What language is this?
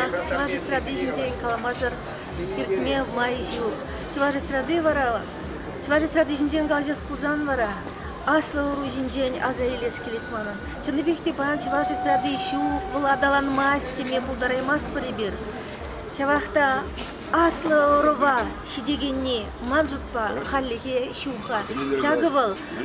Chuvash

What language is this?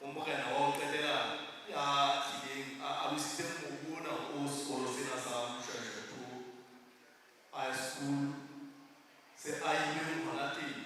Southern Sotho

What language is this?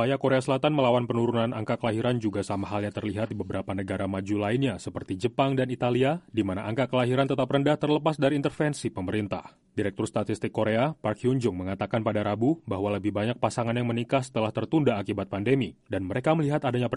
Indonesian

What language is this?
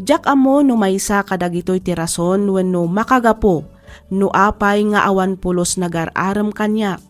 Iloko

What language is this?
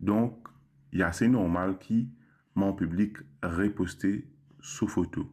Morisyen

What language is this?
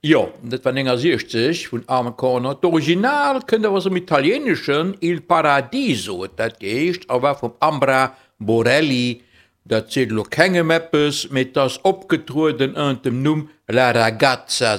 Luxembourgish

